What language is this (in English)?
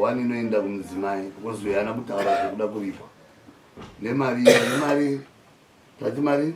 Shona